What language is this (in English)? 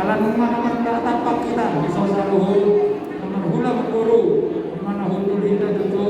Batak Toba